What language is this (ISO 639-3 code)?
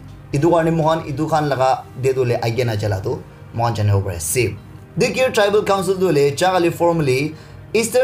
nag